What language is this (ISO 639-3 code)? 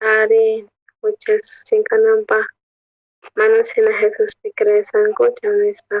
quh